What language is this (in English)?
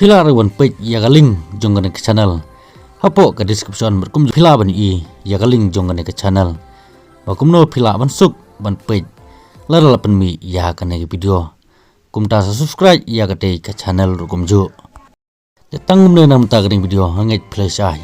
Khasi